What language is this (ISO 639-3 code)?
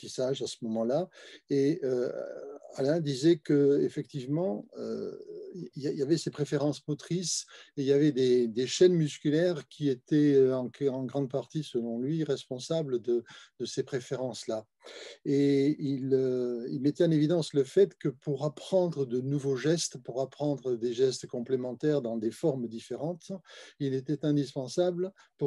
fra